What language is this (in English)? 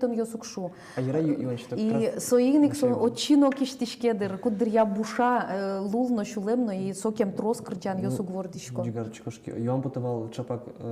Udmurt